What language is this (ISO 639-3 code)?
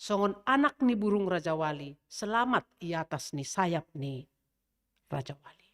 bts